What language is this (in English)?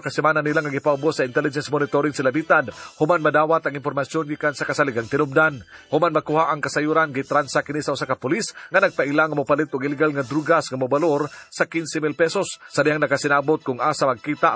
Cebuano